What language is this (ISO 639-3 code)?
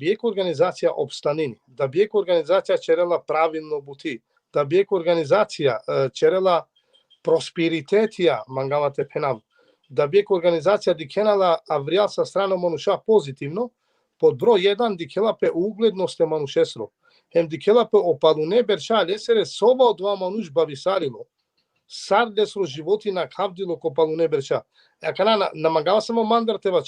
rmn